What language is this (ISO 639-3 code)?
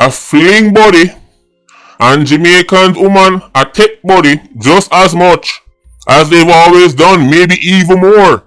jam